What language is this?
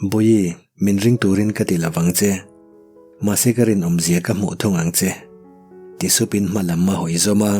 Mizo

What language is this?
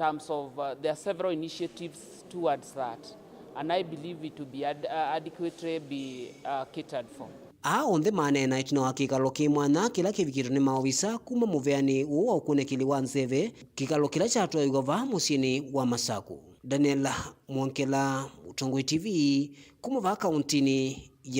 Kamba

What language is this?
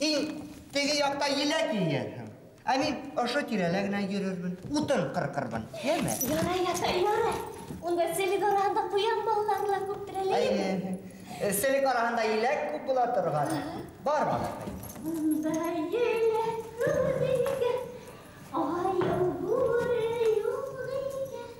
Bashkir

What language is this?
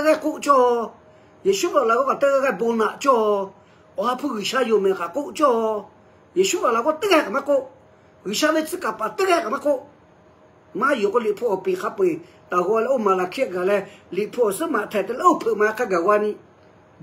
Lahu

